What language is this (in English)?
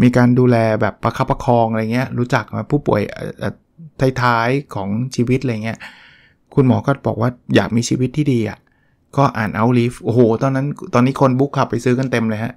Thai